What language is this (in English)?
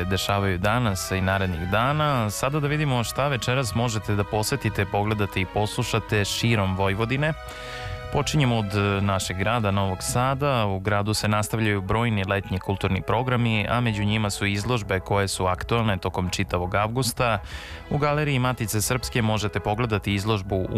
Serbian